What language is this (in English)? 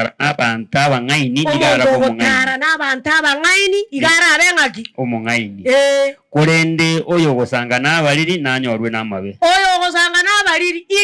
Gusii